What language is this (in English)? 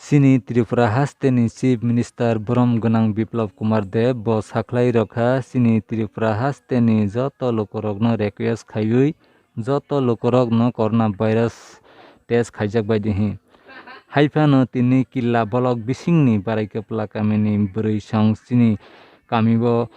Kok Borok